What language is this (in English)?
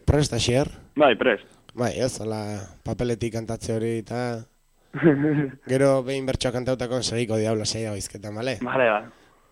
Basque